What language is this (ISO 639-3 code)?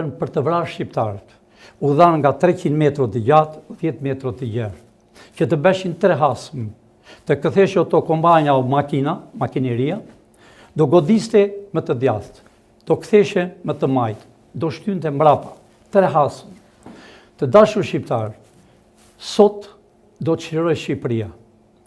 sqi